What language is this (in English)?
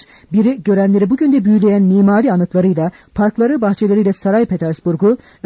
Turkish